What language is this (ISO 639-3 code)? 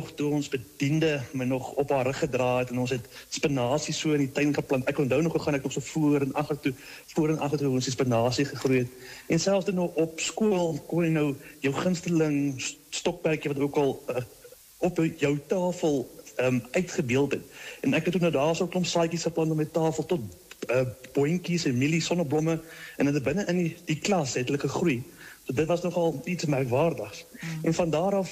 afr